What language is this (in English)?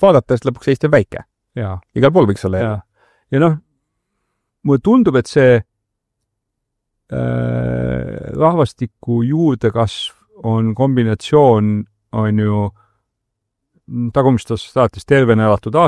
Estonian